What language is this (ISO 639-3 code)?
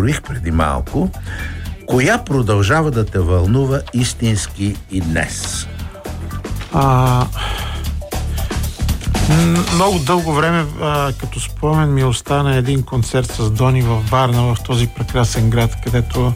bul